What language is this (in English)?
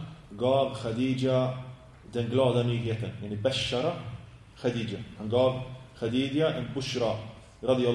Swedish